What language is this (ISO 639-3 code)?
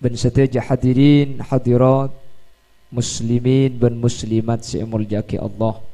mad